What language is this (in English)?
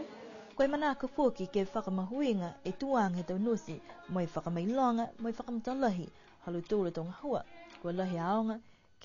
Niuean